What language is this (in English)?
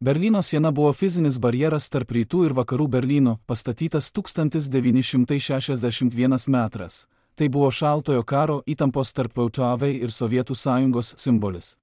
Lithuanian